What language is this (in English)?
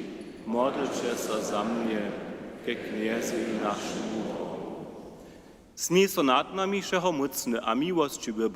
Upper Sorbian